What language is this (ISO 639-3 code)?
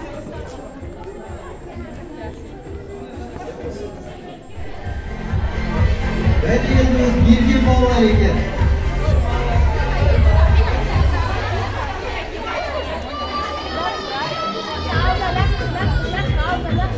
kaz